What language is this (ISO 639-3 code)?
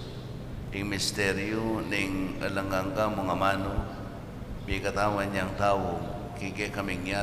pam